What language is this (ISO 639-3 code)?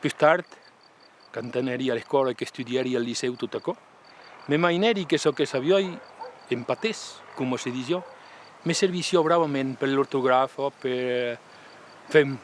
oci